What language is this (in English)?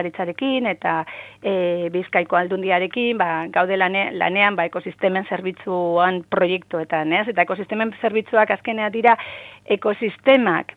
Basque